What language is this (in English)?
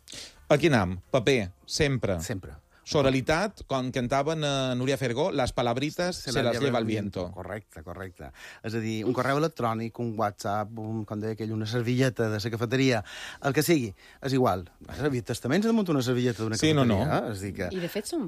Catalan